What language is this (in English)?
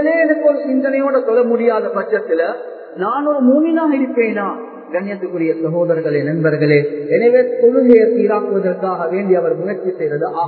Tamil